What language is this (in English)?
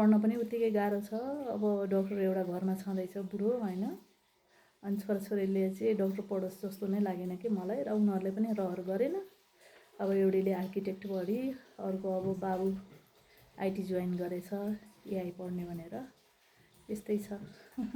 Nepali